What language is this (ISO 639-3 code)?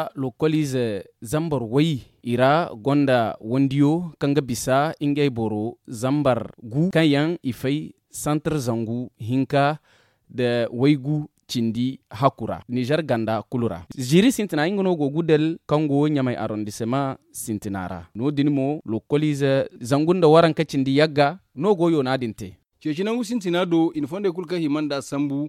dje